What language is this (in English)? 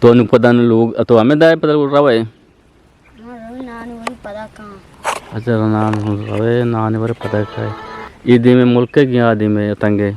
Eastern Balochi